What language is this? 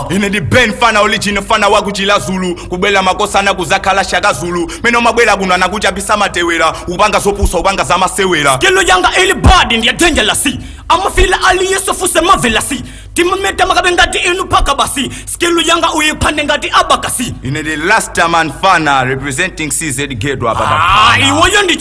Nyanja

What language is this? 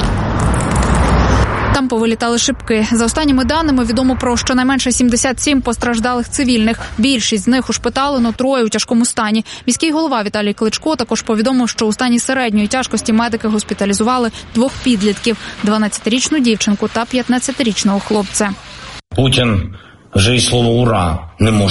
Ukrainian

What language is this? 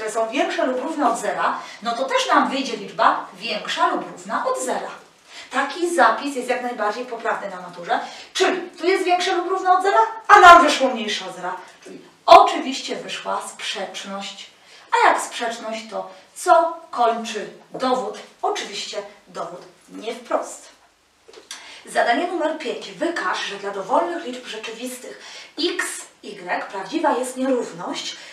Polish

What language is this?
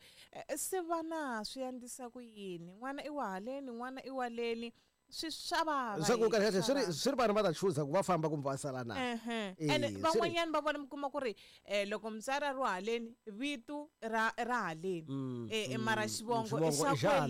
Tsonga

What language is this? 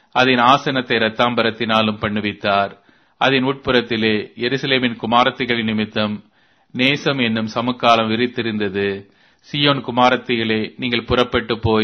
Tamil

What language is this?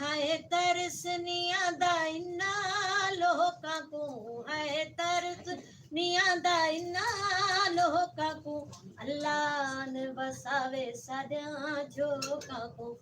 Saraiki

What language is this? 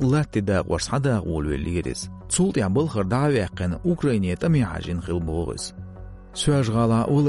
Chechen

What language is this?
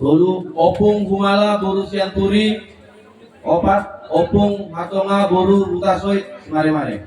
Batak Toba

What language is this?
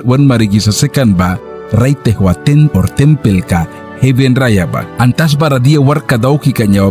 Mískito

